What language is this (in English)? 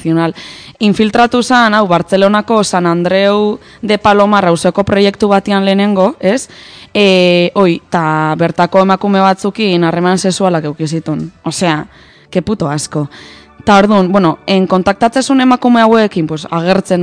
Basque